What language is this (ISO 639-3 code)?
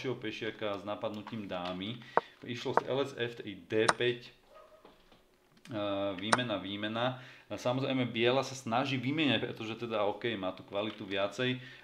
slk